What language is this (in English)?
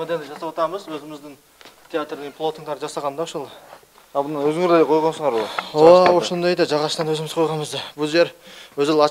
Kyrgyz